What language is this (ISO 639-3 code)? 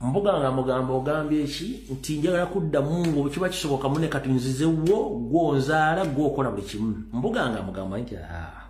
lug